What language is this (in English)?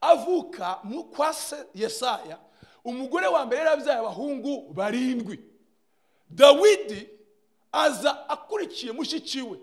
Kinyarwanda